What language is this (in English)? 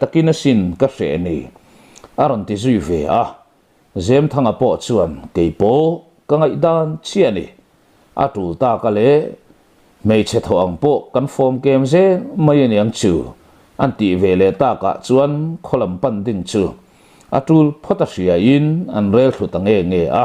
Mizo